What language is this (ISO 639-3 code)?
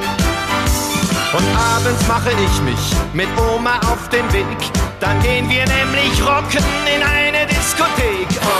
deu